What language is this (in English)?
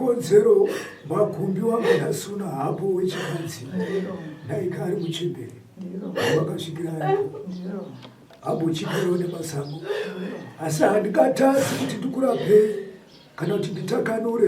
Shona